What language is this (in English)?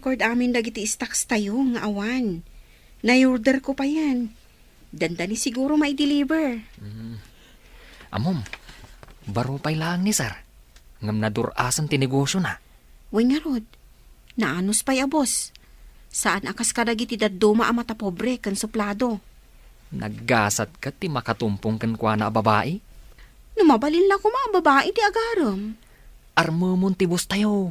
Iloko